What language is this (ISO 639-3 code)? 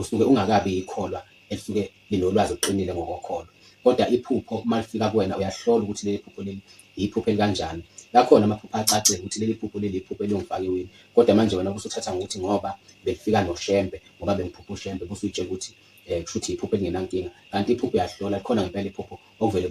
zul